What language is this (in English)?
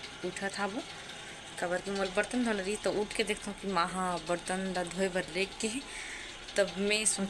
Chhattisgarhi